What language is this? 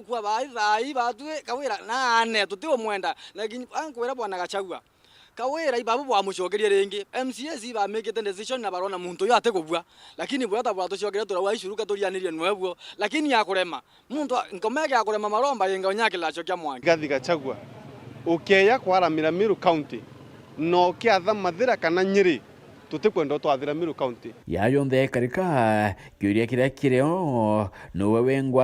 Meru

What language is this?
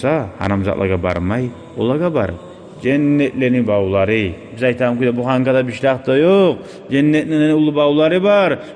Kumyk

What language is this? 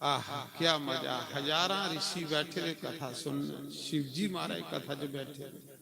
Dogri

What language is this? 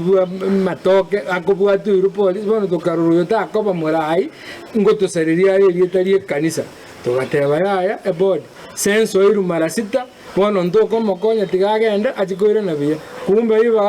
Gusii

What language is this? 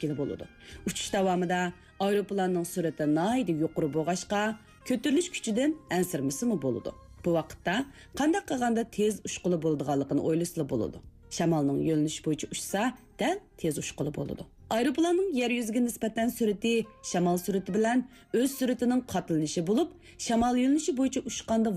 Uyghur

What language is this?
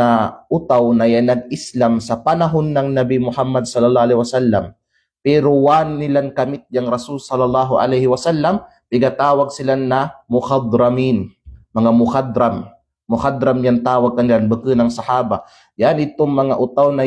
Kalagan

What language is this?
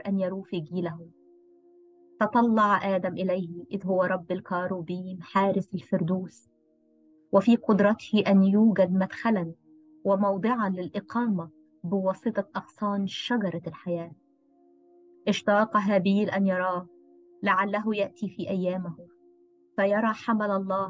Arabic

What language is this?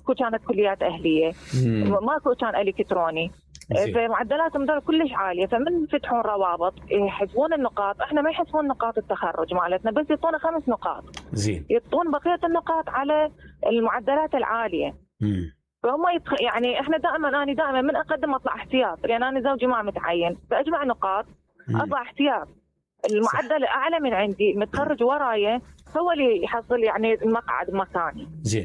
Mesopotamian Arabic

